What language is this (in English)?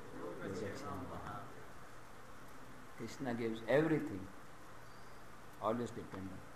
Hindi